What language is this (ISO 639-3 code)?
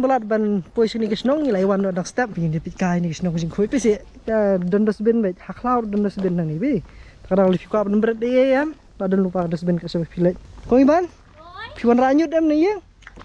kha